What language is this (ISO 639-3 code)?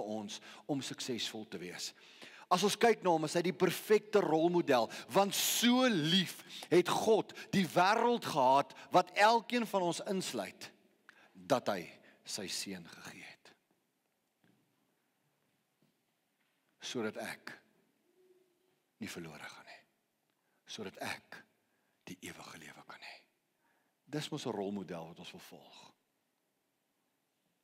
afr